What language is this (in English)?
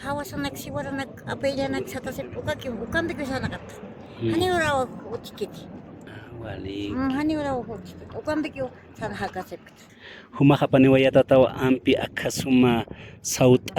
Aymara